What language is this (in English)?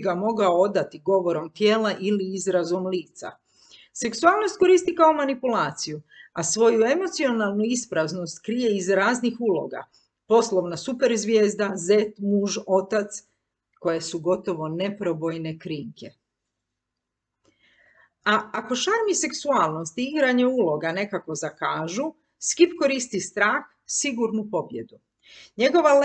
Croatian